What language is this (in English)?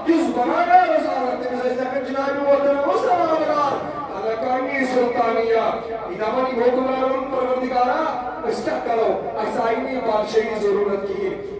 Kashmiri